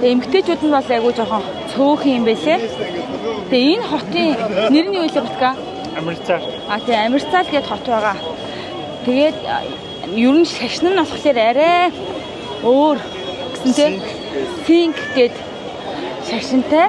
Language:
Mongolian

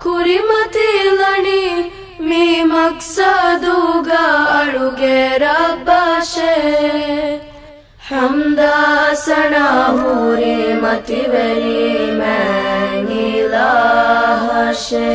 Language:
Divehi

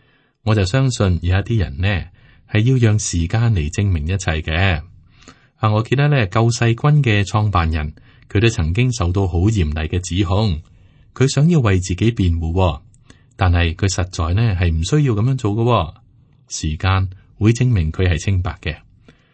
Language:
Cantonese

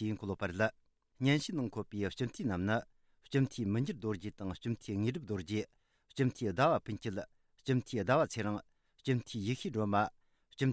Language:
Tibetan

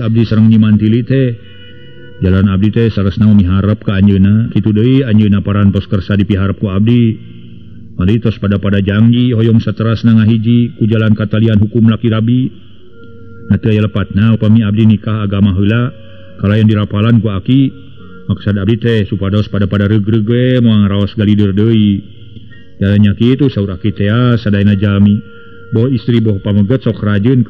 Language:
Sundanese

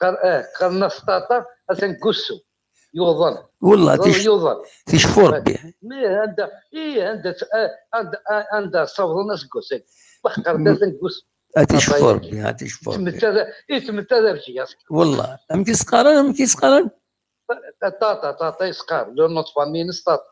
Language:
Kabyle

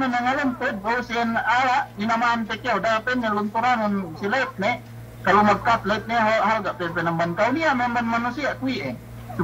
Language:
Yakan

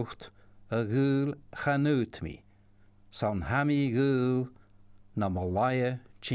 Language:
Scottish Gaelic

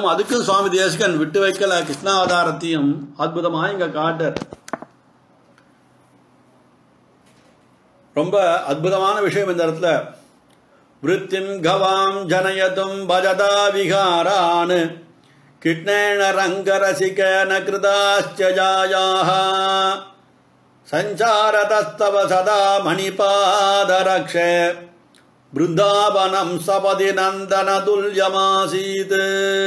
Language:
Tamil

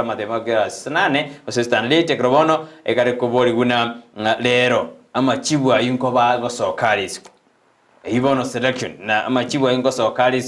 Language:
Gusii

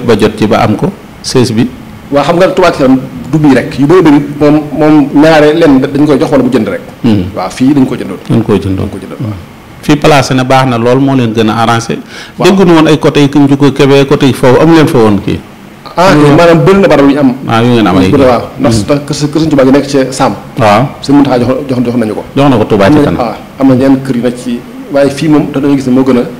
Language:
Wolof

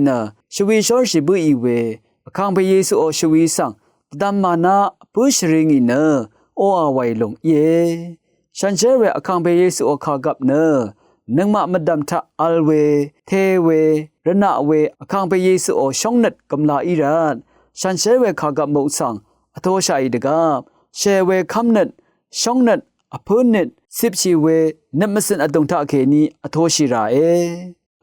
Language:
Rawang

